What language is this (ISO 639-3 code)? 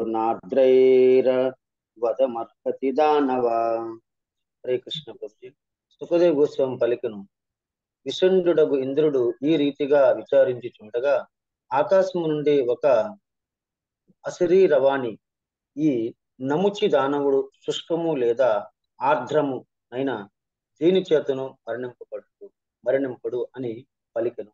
tel